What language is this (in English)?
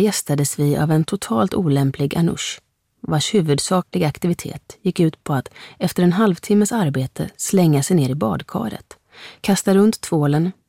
Swedish